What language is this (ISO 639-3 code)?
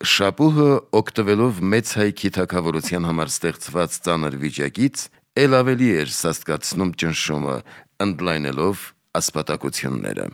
hye